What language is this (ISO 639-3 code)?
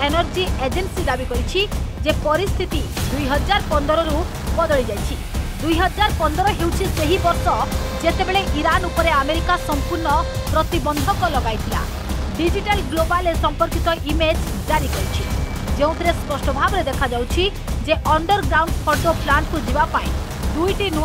ori